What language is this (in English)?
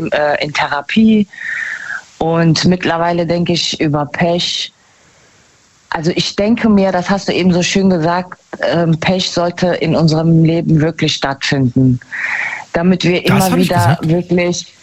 German